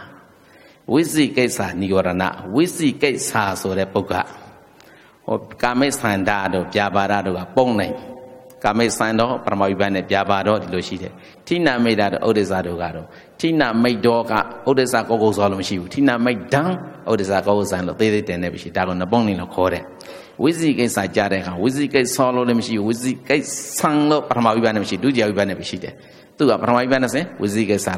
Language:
Burmese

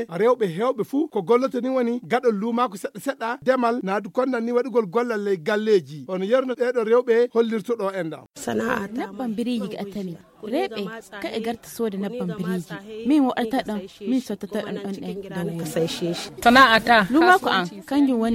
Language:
Fula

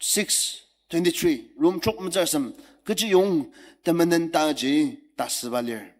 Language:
Ao Naga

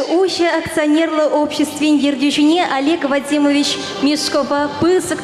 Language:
Chuvash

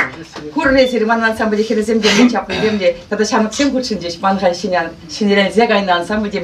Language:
Chuvash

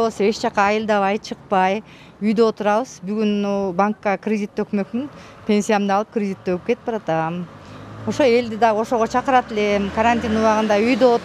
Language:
Kyrgyz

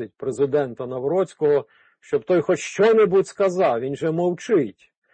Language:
Ukrainian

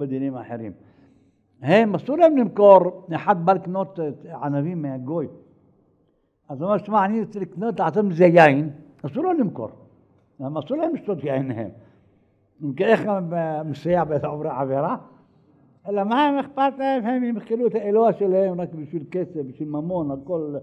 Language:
Hebrew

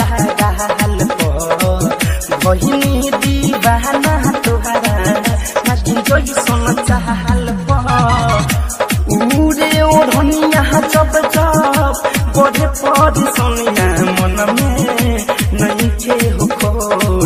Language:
Bhojpuri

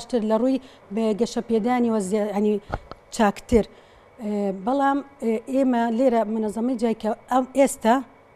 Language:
Central Kurdish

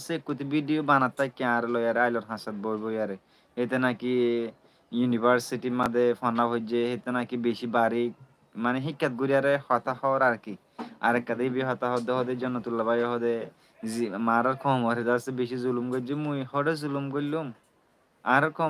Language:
Rohingya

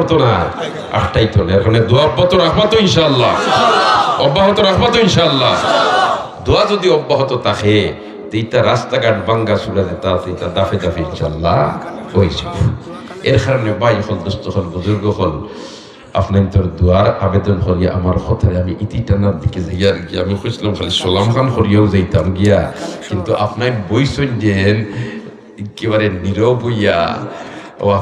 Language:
Sylheti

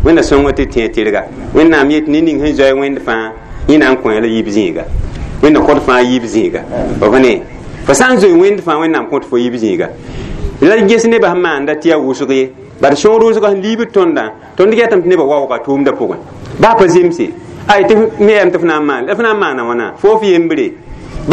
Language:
Mossi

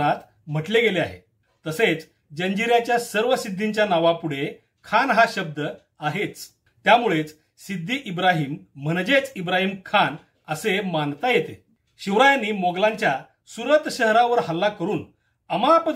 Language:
Marathi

